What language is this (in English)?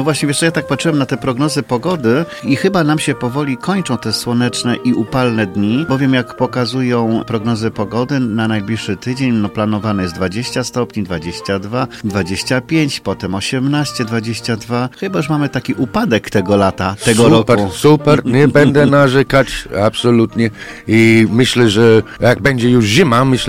Polish